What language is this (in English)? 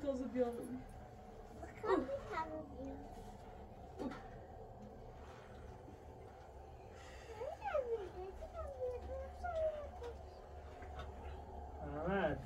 Persian